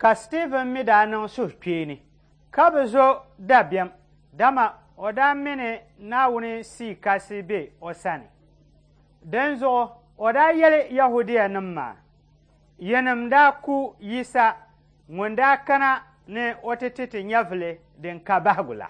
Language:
Dagbani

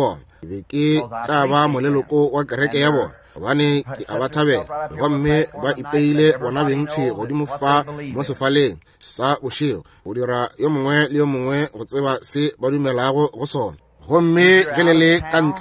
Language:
Northern Sotho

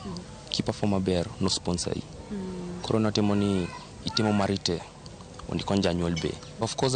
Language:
Luo (Kenya and Tanzania)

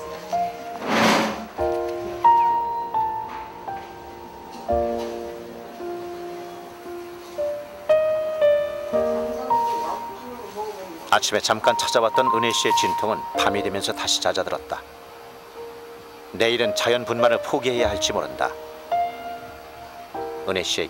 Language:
Korean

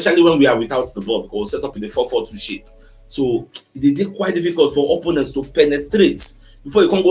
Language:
Nigerian Pidgin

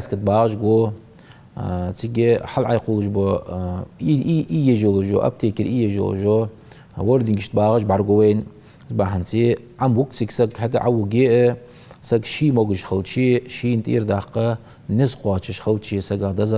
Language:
Ingush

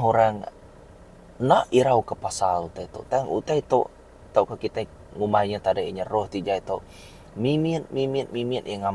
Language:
Iban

